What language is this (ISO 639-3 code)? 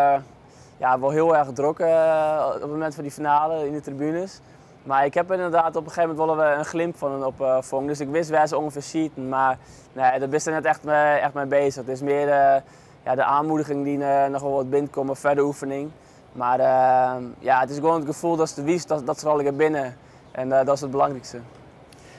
fry